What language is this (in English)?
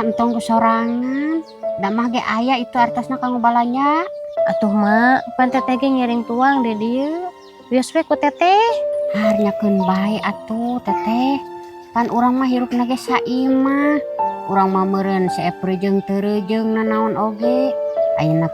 Sundanese